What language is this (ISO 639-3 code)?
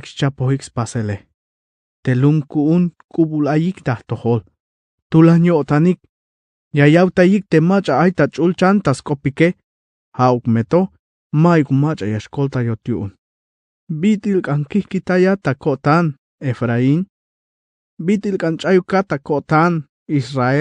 tzh